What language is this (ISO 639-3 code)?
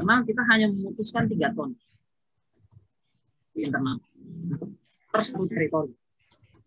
ind